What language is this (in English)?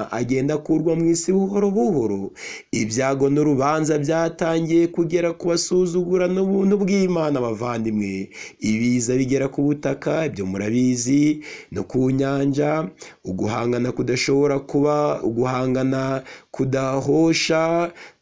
Kinyarwanda